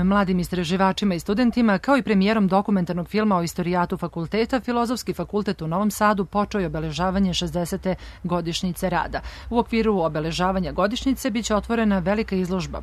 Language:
Serbian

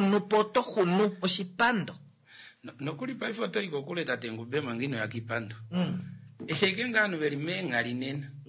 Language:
Kuanyama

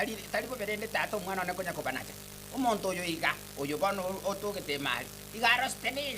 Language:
Gusii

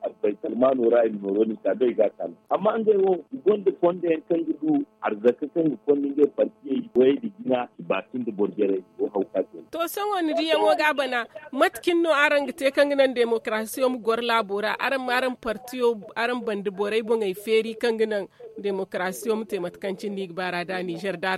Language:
Zarma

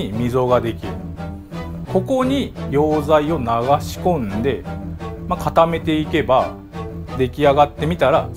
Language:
Japanese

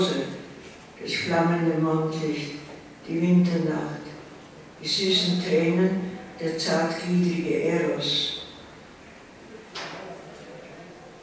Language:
German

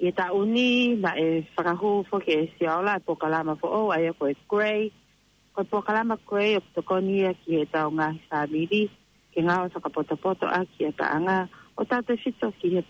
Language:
Tongan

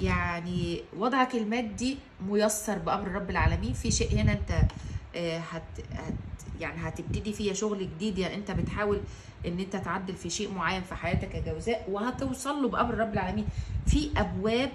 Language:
Egyptian Arabic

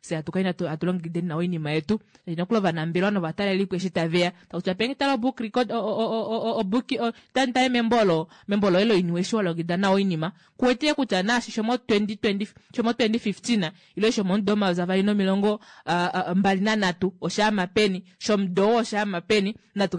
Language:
Kuanyama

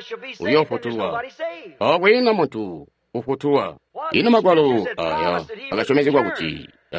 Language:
Tonga (Zambia)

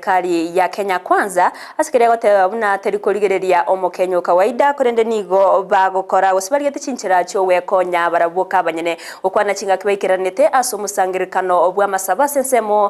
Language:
Gusii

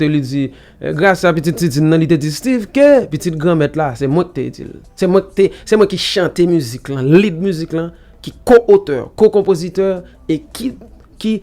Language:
Haitian Creole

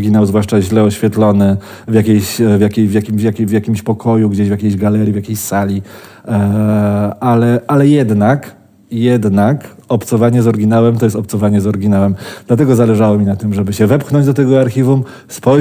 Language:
Polish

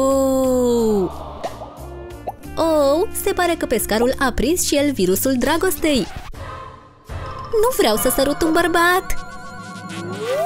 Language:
Romanian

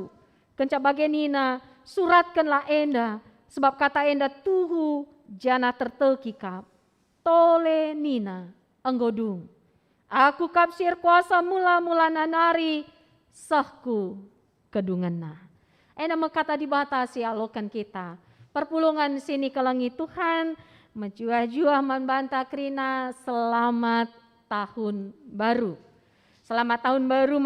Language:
Batak Karo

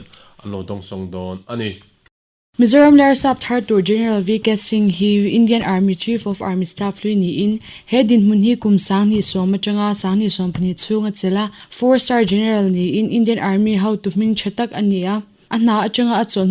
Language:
Mizo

